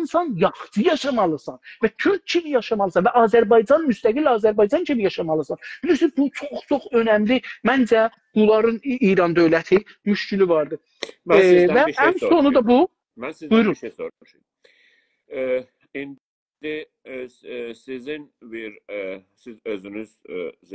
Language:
South Azerbaijani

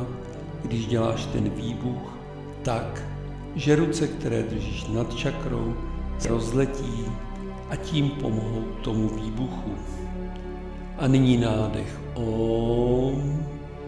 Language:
Czech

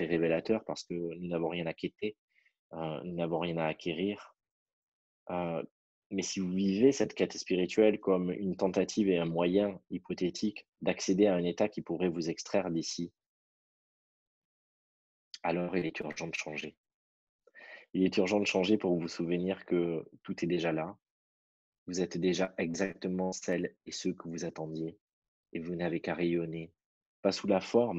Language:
French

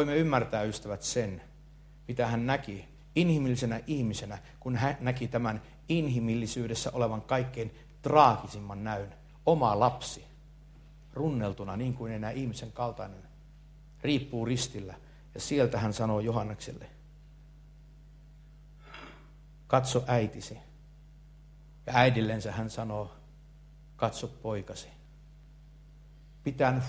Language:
Finnish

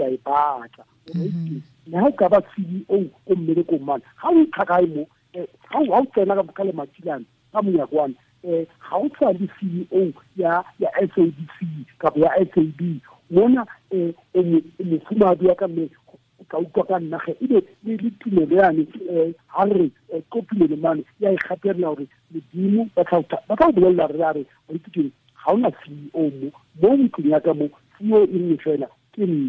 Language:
Tswana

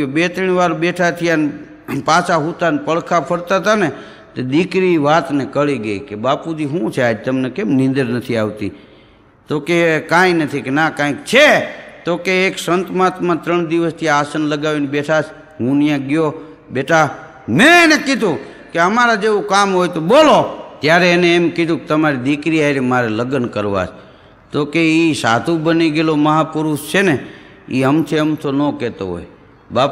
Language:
Gujarati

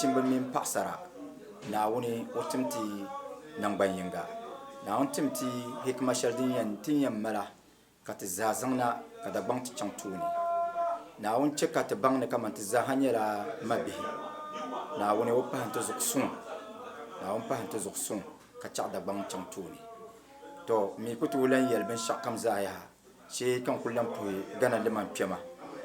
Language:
Dagbani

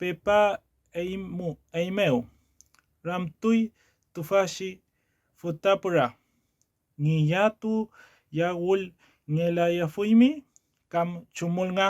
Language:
Mapuche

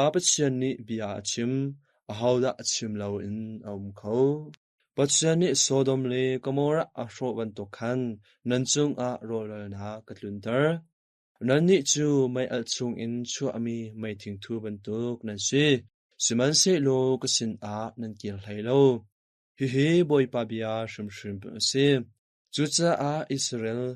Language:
Hakha Chin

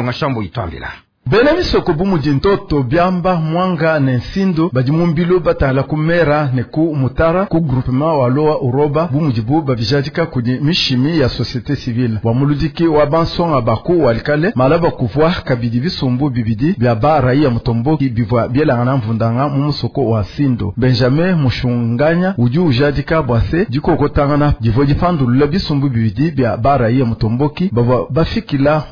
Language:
Luba-Lulua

